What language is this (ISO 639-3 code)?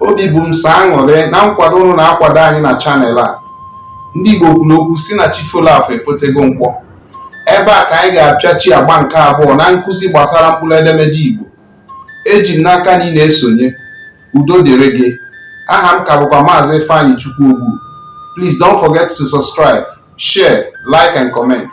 ibo